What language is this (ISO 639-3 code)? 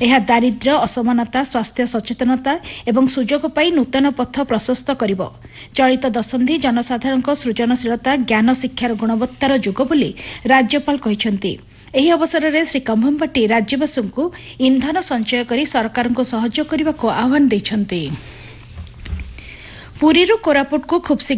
ori